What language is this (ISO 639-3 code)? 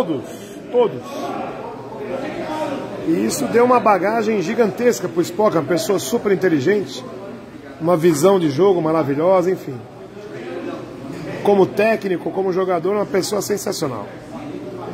por